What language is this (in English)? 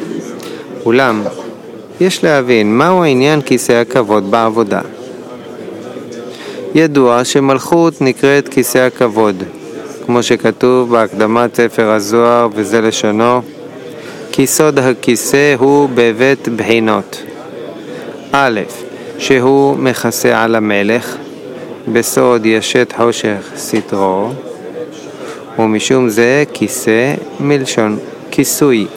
Hebrew